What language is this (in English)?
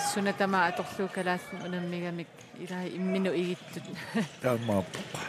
Kalaallisut